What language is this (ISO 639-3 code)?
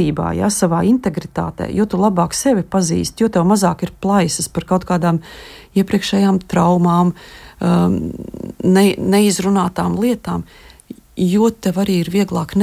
lav